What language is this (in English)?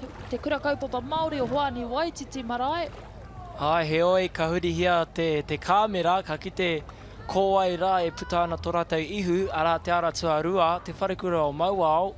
Māori